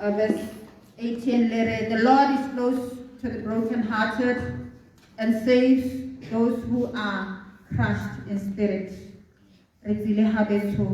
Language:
Tswana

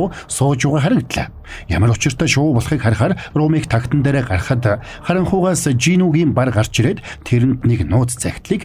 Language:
Mongolian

